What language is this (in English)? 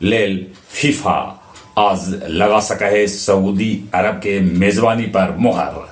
Magahi